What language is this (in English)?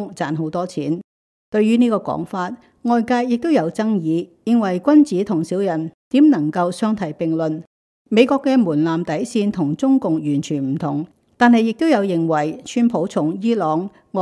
Cantonese